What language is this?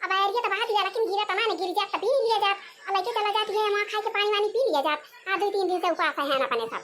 Awadhi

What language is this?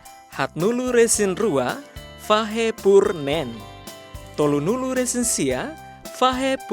Tetum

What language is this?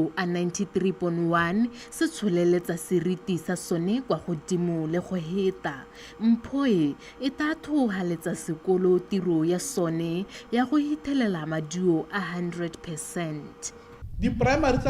Tswana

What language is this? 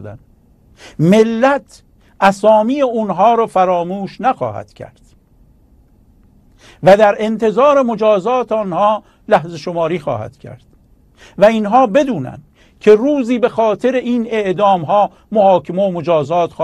Persian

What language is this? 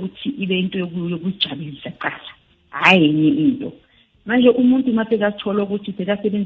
South Ndebele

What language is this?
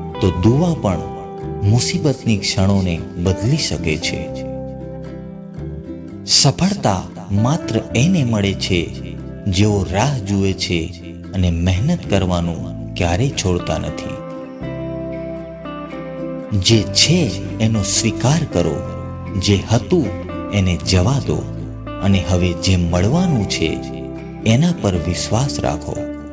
Gujarati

